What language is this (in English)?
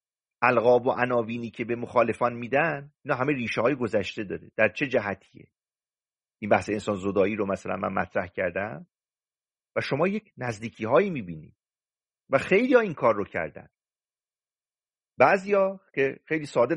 Persian